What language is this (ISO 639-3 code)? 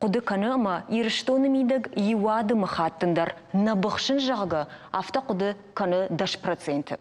oss